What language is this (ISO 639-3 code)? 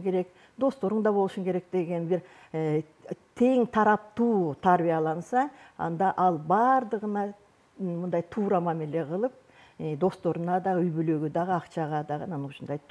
kir